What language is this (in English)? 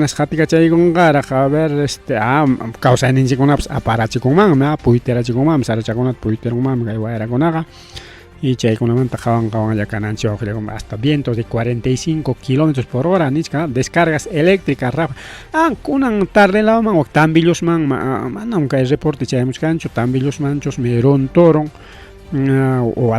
Ayacucho Quechua